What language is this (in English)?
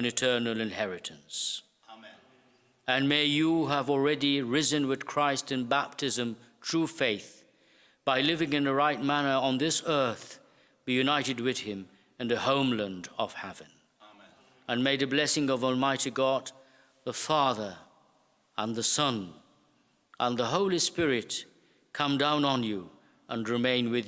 English